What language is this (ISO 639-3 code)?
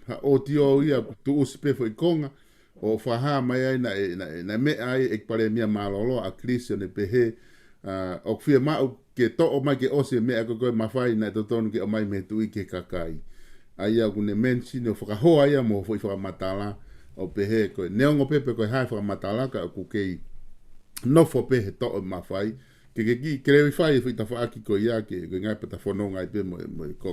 ton